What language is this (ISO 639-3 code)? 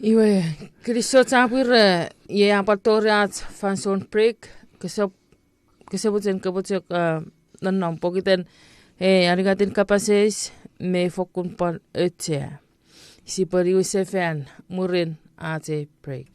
chk